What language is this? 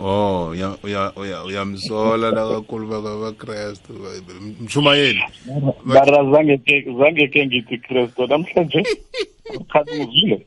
South Ndebele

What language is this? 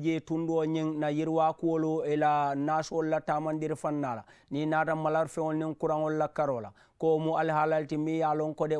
Mandingo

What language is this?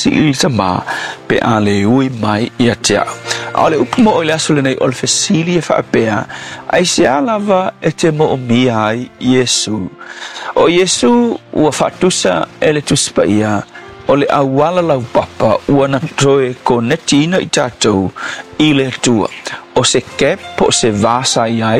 Samoan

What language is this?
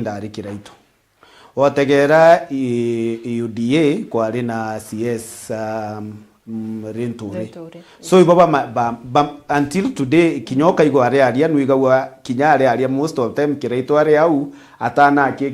Meru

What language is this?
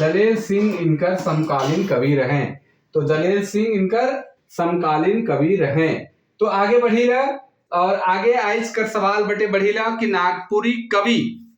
Sadri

